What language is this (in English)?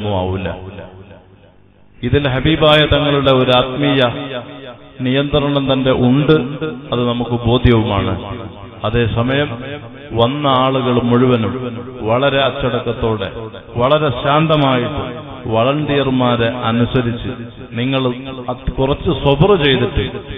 Malayalam